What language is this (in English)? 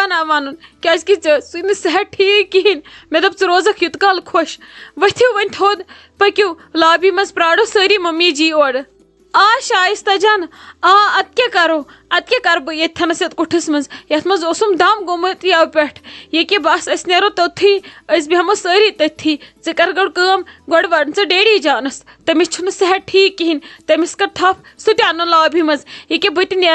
Kashmiri